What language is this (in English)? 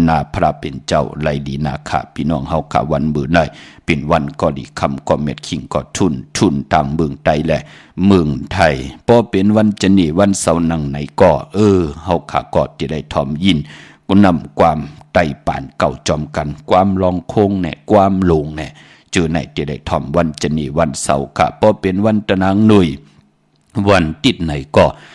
Shan